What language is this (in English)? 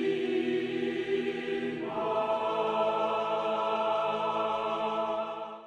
Serbian